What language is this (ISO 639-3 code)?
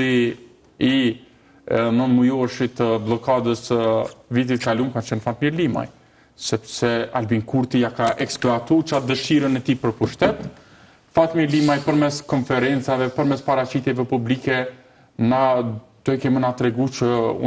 sqi